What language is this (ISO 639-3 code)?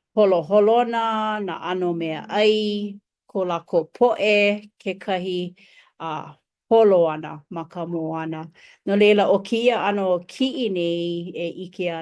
haw